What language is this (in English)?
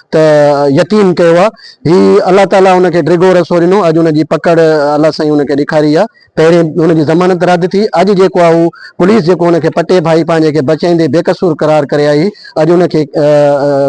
Sindhi